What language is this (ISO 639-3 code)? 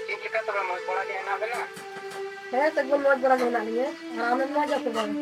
sat